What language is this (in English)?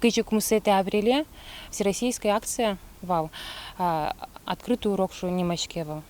Udmurt